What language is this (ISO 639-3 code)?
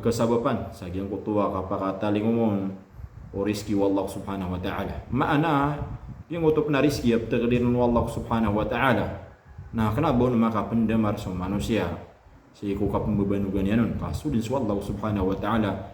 mrw